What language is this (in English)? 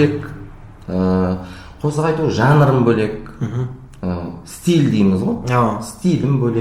Kara-Kalpak